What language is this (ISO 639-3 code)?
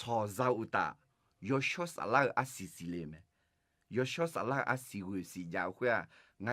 ahk